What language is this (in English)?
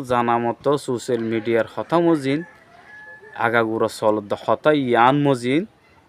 Rohingya